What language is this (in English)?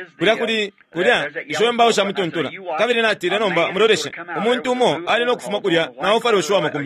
Bemba